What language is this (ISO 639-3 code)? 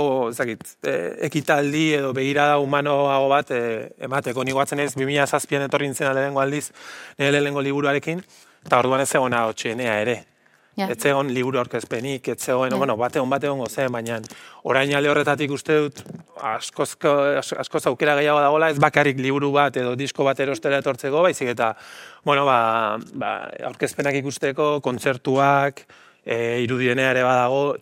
eus